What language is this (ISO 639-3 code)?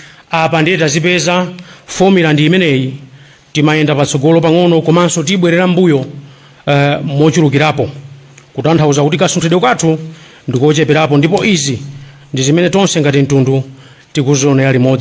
nya